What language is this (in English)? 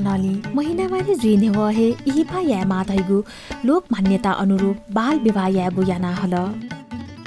Newari